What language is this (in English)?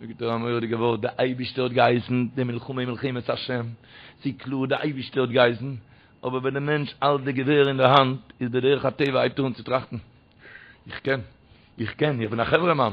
Yiddish